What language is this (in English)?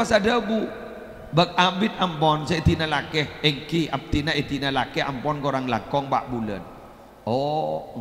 Madurese